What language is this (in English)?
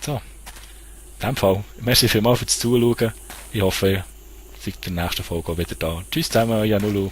Swiss German